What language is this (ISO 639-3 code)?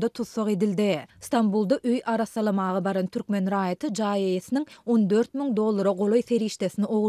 tuk